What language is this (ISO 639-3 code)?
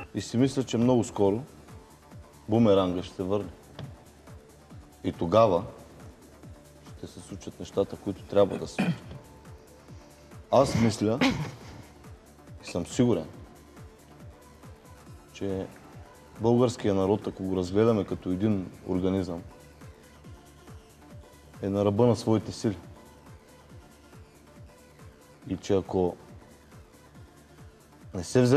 bul